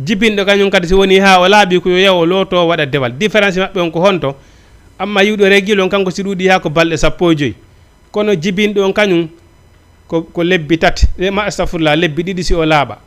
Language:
Fula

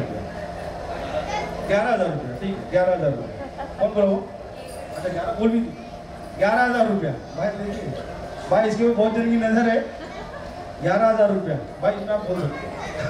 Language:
Hindi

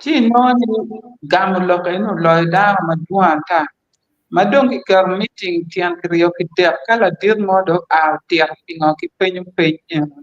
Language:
Acoli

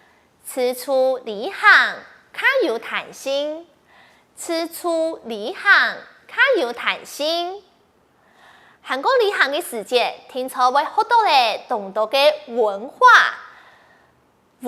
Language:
Hakka Chinese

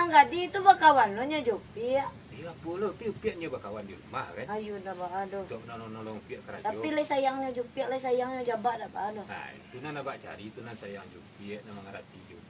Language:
Minangkabau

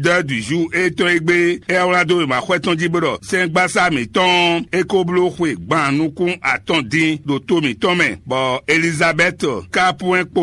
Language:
Fon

